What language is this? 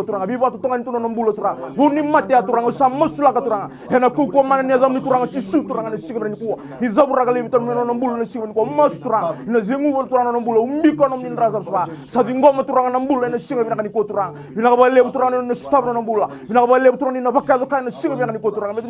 Fijian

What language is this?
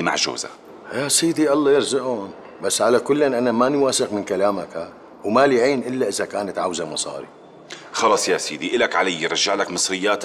North Levantine Arabic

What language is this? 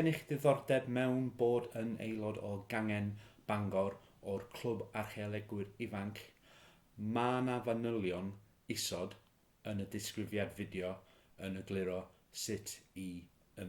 Welsh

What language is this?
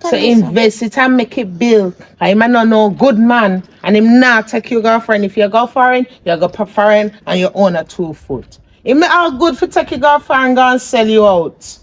Jamaican Creole English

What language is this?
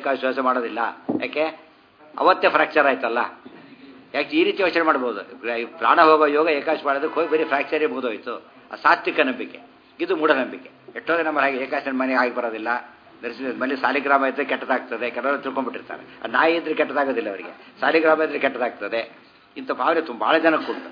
Kannada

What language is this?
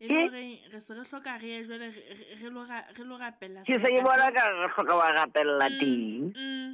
Southern Sotho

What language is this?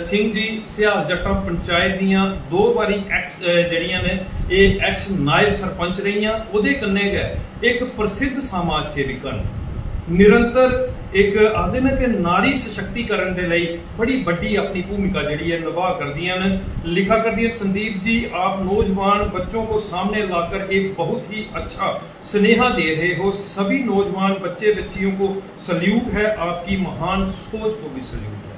Dogri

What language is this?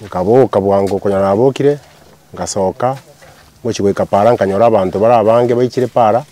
Gusii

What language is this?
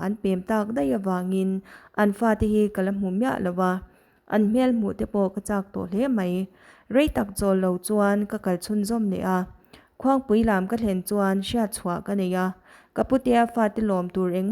Mizo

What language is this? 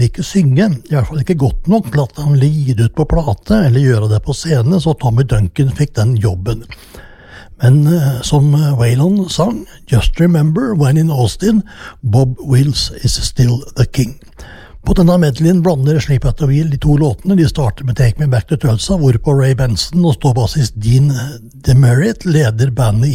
Norwegian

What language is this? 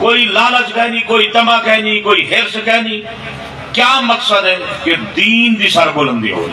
Saraiki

